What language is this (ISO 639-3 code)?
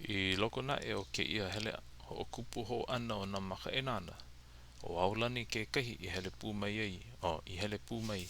haw